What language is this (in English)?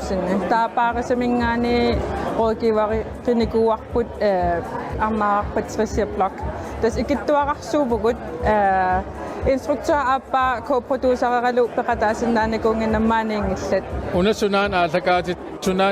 Kalaallisut